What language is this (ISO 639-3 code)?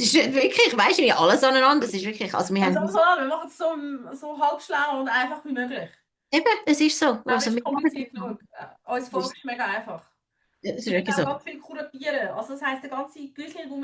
gsw